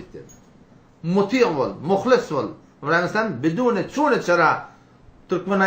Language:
Turkmen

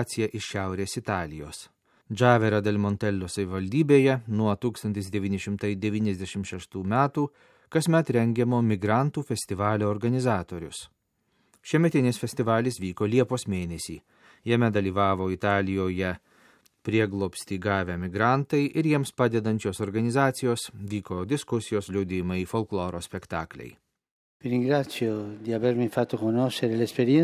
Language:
Lithuanian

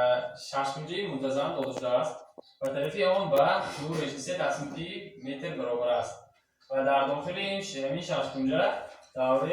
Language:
Tajik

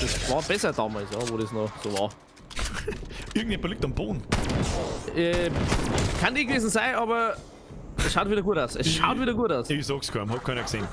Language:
Bavarian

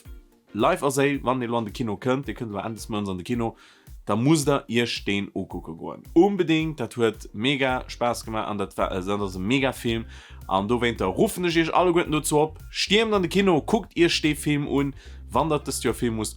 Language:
Luxembourgish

